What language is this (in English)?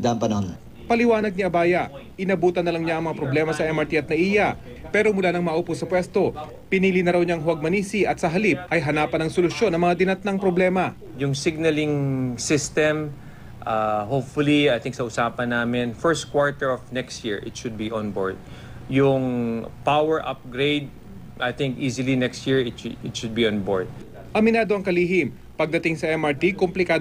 Filipino